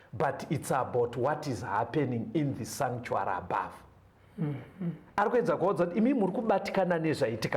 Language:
Shona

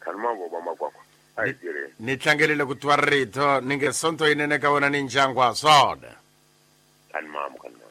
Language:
Tsonga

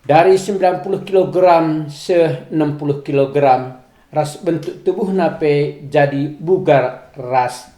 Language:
Batak Karo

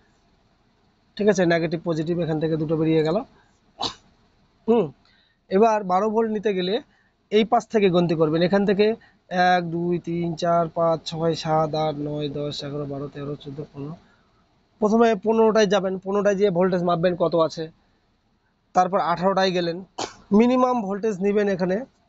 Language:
Bangla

